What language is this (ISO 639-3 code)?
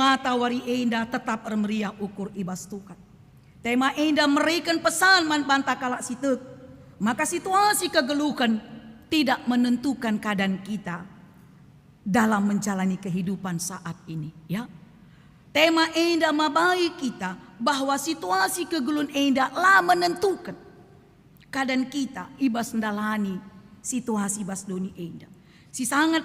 btx